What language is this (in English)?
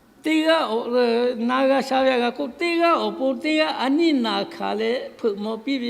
Lahu